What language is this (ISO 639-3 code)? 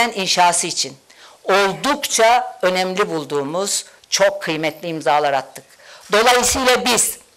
tur